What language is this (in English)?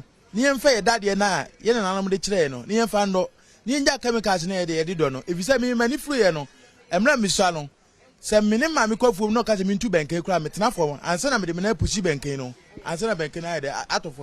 Akan